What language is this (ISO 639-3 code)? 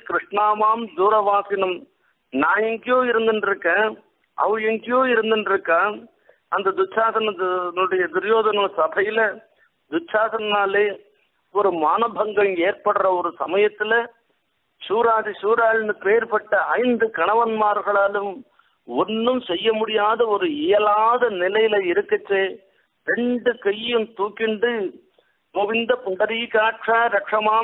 tam